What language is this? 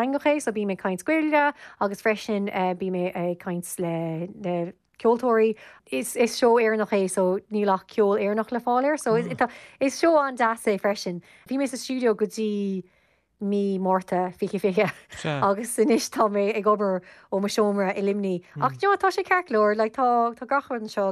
Irish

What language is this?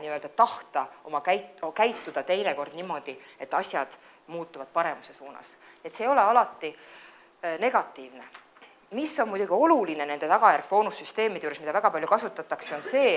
Estonian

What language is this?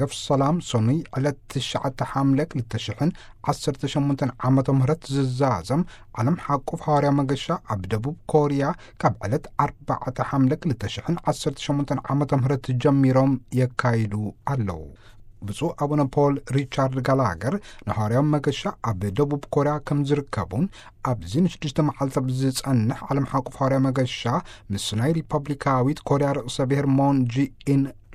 Tigrinya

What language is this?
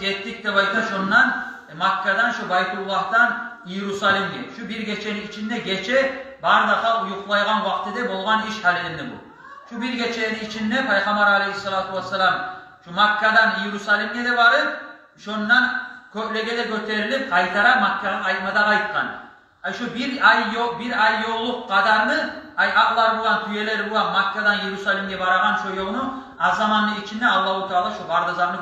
Kumyk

